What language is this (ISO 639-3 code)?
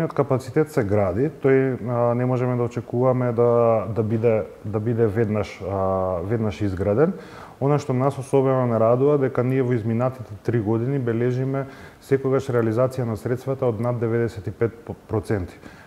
mkd